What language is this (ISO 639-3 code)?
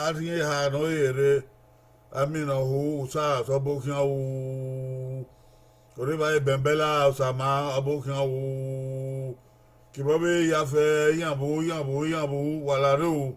bin